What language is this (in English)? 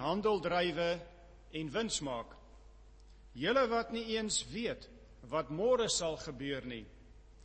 Afrikaans